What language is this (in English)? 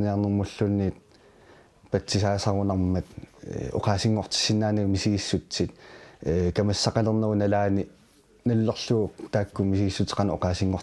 Kalaallisut